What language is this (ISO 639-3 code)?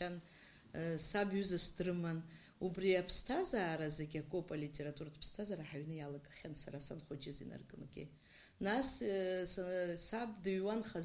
abk